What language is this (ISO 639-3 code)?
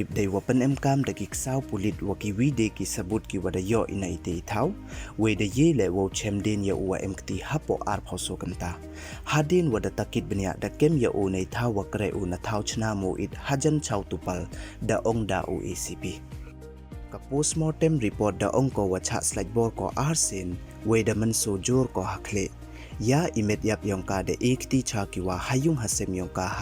pbv